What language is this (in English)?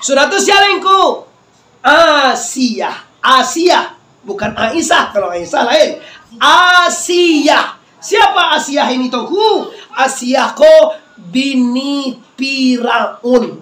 Minangkabau